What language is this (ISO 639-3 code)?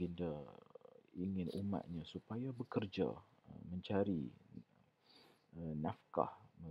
msa